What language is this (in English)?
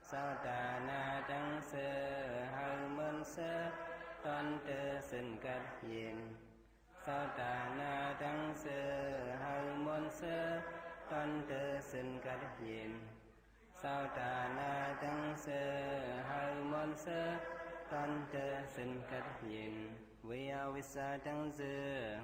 Shan